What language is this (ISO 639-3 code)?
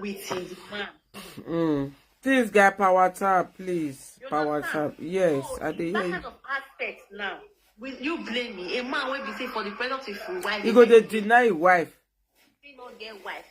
pcm